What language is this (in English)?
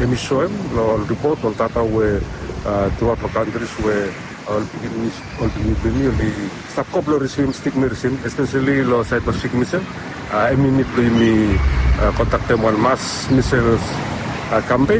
Bislama